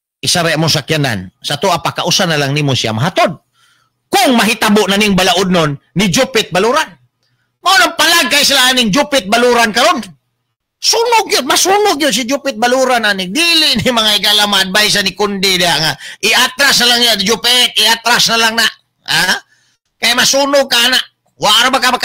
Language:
Cebuano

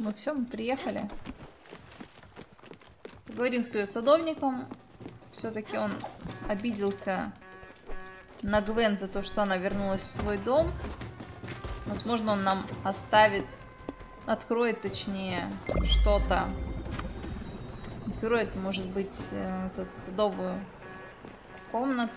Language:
Russian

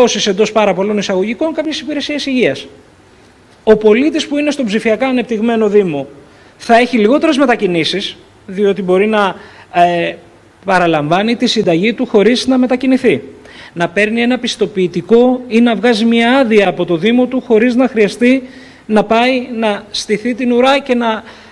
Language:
Greek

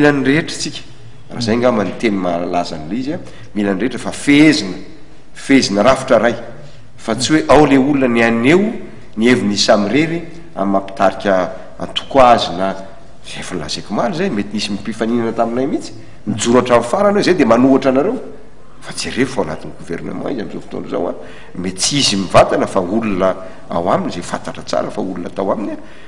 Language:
Malagasy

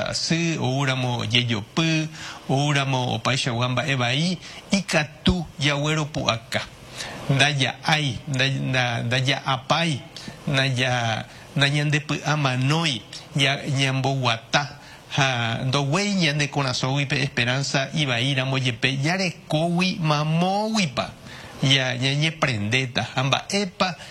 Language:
Guarani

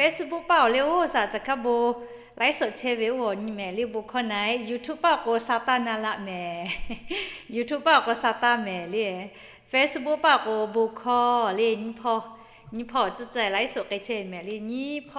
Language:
Lahu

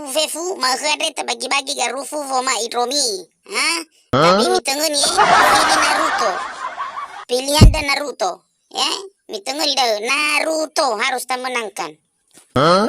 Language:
Nias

